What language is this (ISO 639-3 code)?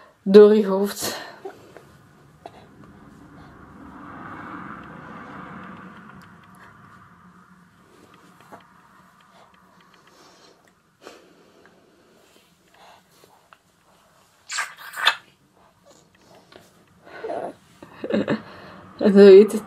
nld